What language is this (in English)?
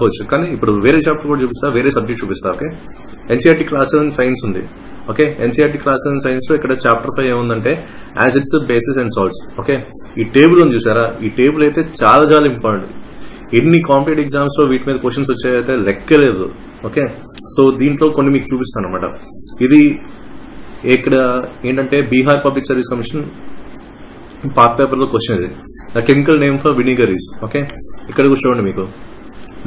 Telugu